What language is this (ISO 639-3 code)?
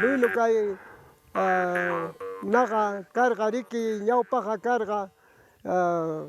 quy